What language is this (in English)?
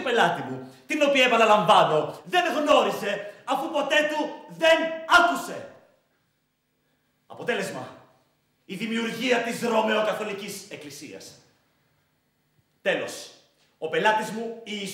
Greek